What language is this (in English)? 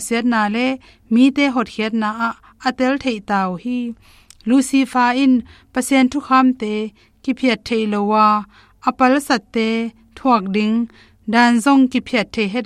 Tedim Chin